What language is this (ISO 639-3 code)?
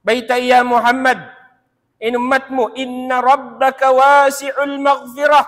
tsg